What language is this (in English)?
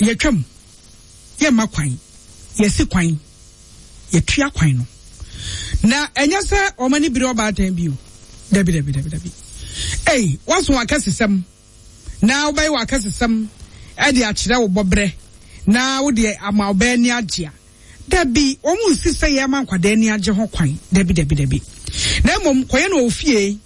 Akan